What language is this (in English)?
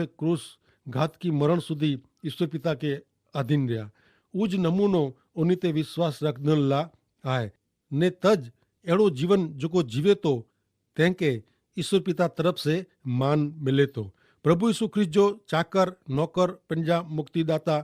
Kachhi